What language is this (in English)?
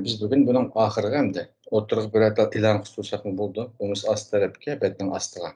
Uyghur